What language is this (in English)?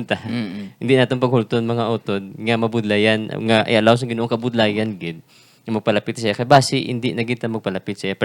Hiligaynon